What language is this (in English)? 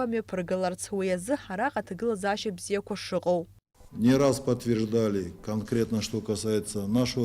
Abkhazian